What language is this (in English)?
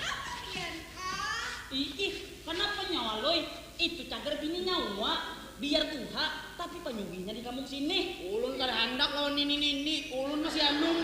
Banjar